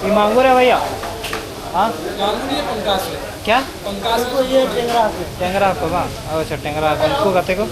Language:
Santali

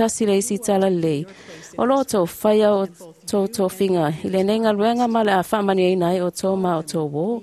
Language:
Samoan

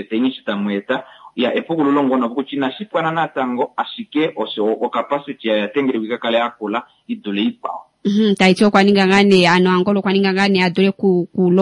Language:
Kuanyama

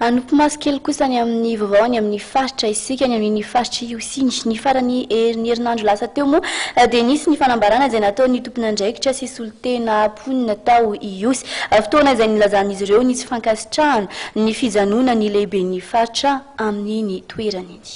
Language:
Malagasy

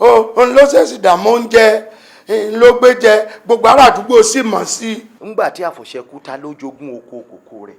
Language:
Yoruba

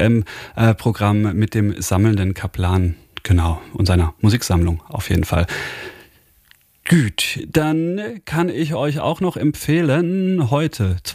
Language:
German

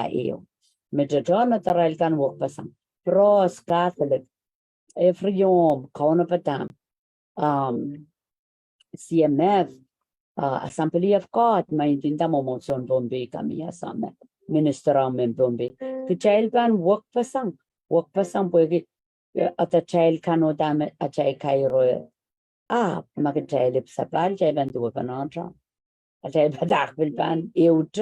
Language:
Pohnpeian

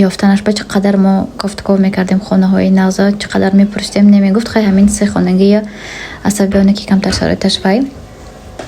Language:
Tajik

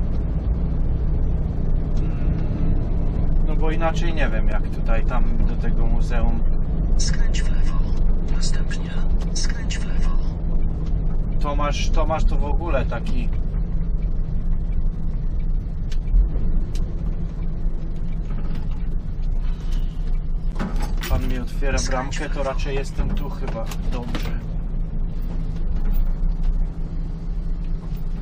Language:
Polish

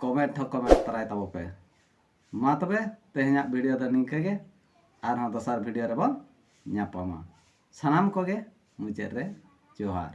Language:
Santali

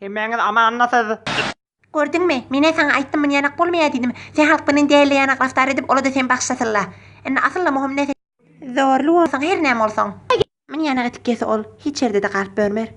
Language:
Turkmen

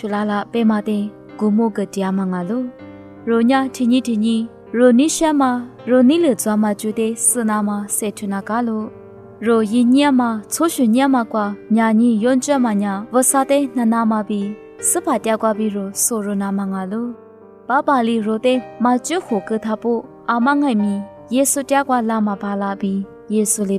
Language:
Lisu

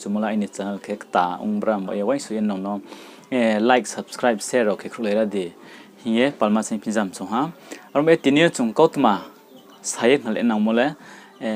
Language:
Riang (India)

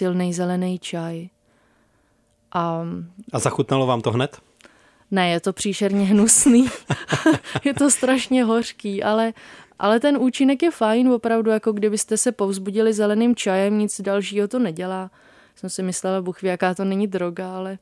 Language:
Czech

